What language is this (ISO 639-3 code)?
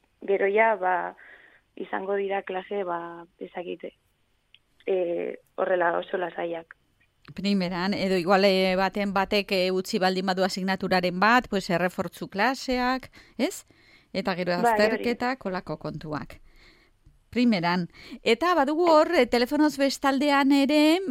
eus